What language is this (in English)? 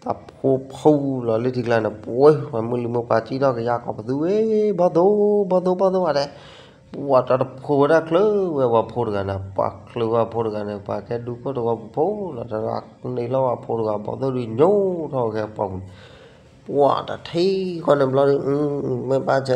S'gaw Karen